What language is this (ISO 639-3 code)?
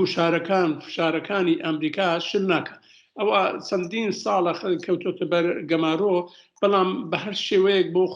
ckb